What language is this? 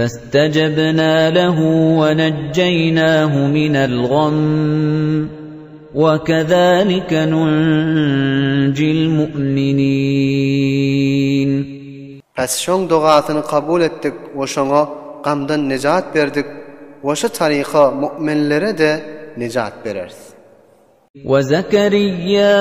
Turkmen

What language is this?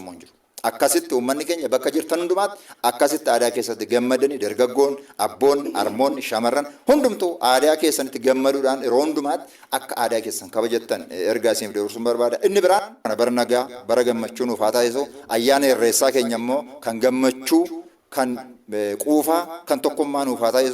Oromo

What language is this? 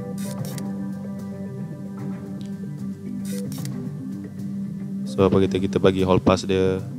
Malay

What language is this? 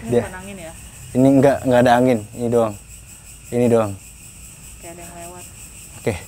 Indonesian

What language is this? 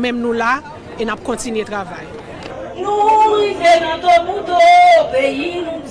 Haitian Creole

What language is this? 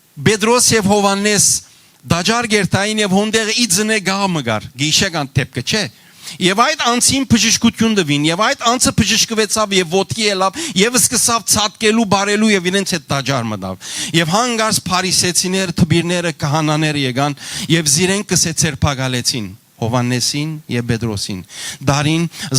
Western Armenian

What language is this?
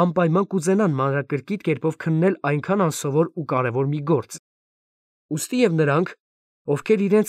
Armenian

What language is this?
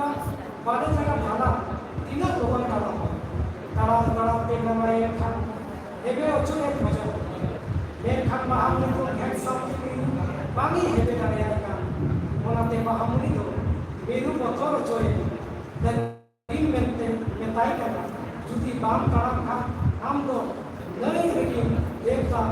Santali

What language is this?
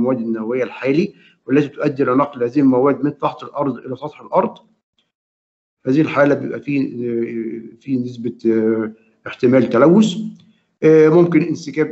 Egyptian Arabic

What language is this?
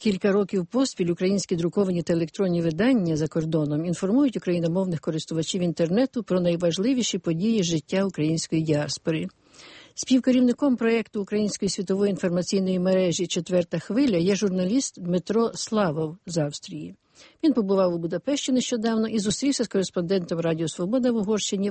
Ukrainian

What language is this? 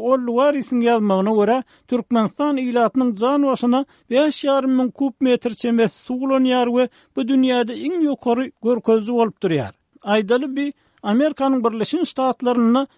Turkmen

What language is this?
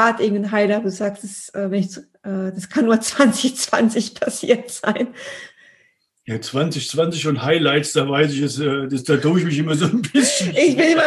German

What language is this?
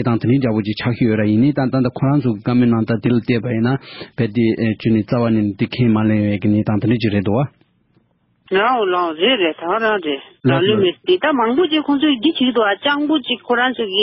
Tibetan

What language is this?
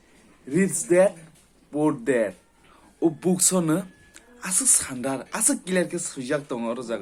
Kok Borok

